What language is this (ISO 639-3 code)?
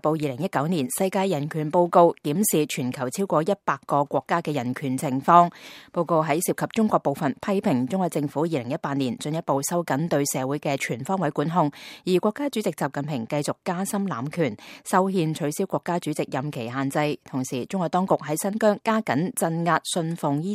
yue